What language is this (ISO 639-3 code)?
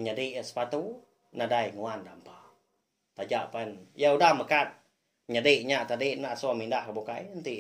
iba